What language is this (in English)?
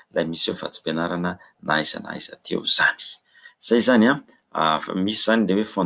Malagasy